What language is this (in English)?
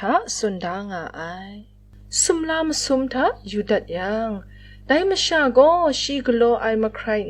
Kachin